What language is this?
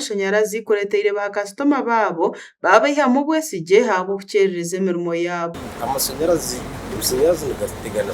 Nyankole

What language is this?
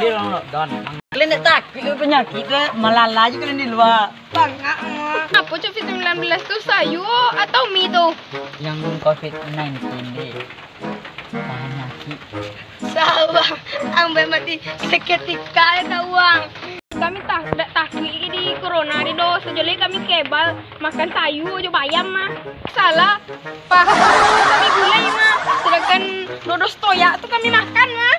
Minangkabau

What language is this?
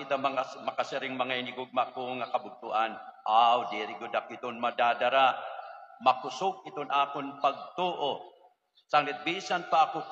Waray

